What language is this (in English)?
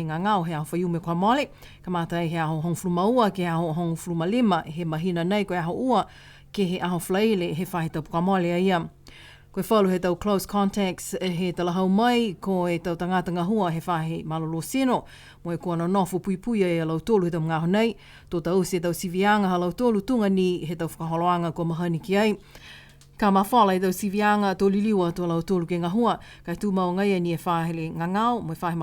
Niuean